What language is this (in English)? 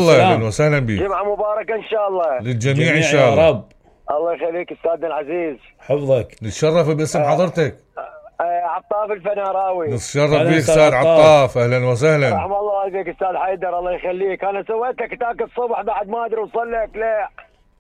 Mesopotamian Arabic